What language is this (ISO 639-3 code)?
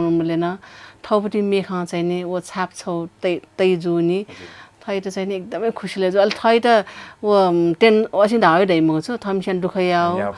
new